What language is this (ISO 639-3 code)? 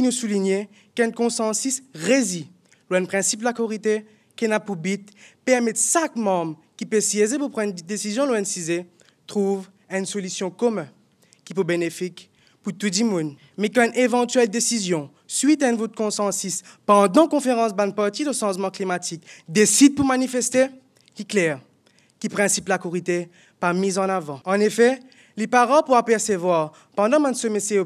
mfe